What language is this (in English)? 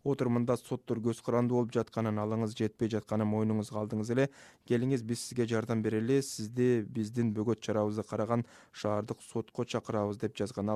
Kyrgyz